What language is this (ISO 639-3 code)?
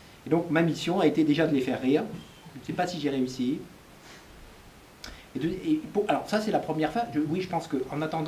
fra